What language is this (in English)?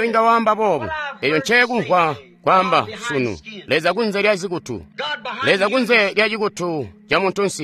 Tonga (Zambia)